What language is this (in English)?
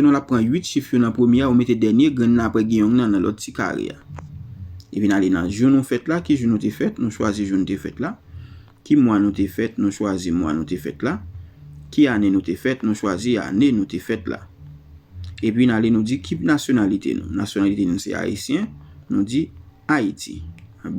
Haitian Creole